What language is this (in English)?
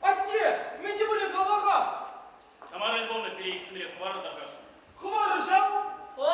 Chuvash